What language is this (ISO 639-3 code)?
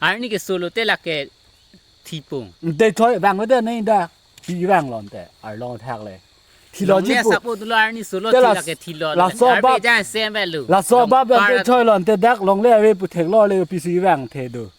mjw